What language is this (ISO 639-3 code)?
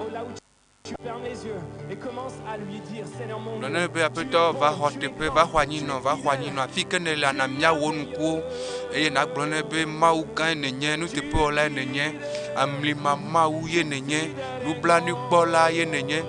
ewe